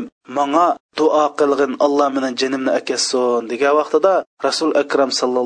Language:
Uyghur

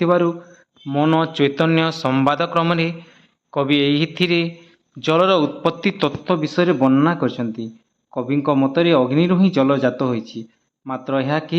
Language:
Odia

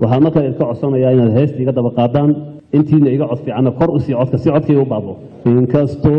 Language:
Somali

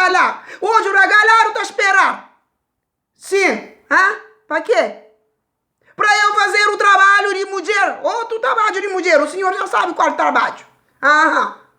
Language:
Kabuverdianu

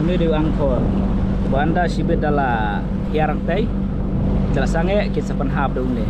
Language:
Khasi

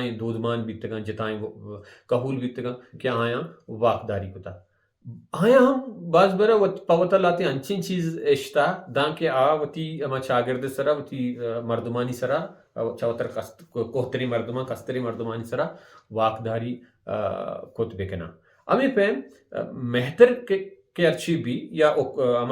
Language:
Baluchi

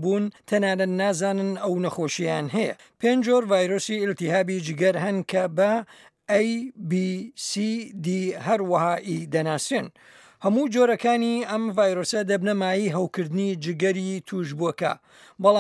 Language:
Central Kurdish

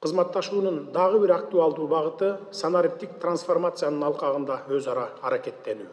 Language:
Kyrgyz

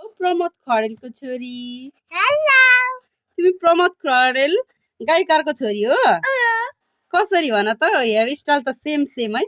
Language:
Nepali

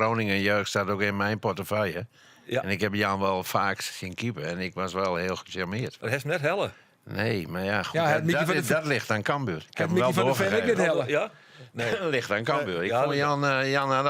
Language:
Western Frisian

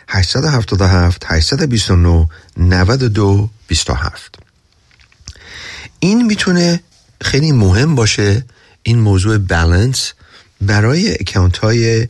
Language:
Persian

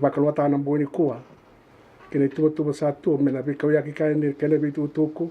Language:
Fijian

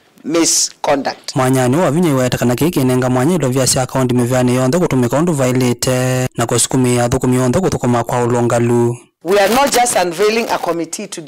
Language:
Kamba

